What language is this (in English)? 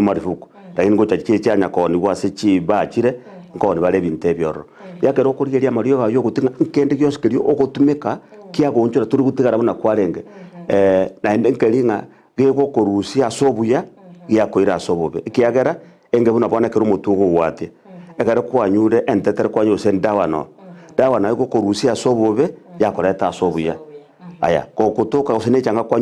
Gusii